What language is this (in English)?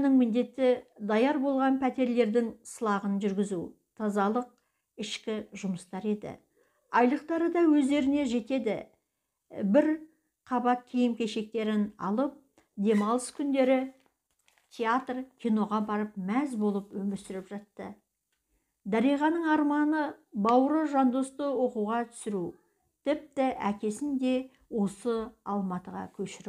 Kazakh